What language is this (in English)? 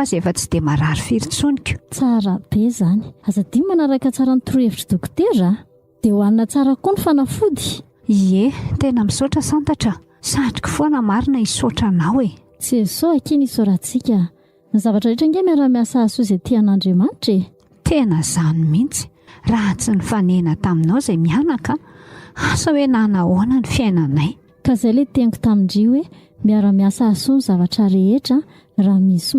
Malagasy